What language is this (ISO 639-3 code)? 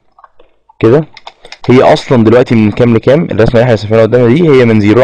arz